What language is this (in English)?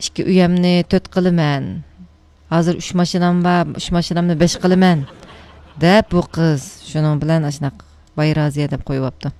Uyghur